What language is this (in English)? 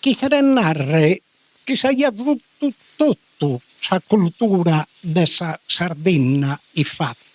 Sardinian